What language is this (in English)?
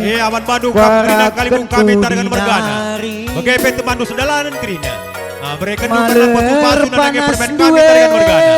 Batak Karo